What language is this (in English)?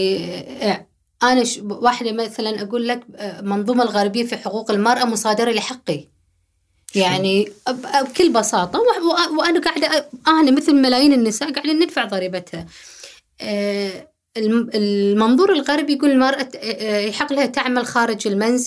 Gulf Arabic